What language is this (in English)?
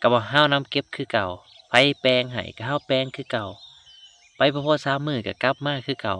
Lao